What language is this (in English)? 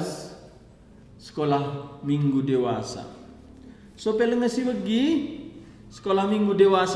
Batak Karo